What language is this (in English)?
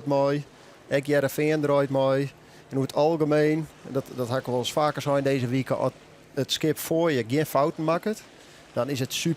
Western Frisian